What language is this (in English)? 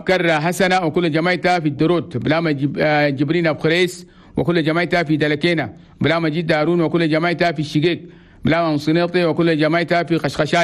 Chadian Arabic